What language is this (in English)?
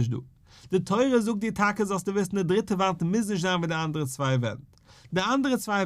Yiddish